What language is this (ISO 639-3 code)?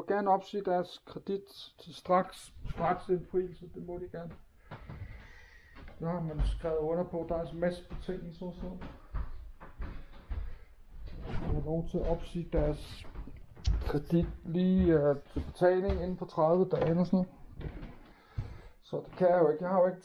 dan